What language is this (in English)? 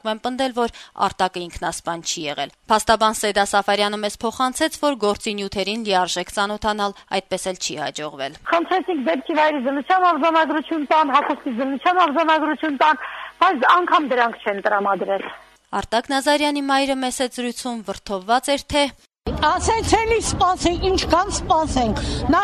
Armenian